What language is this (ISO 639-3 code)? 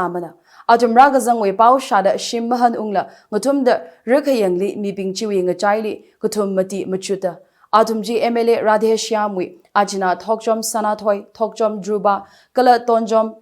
nmf